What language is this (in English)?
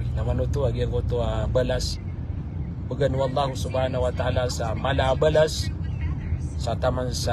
Maranao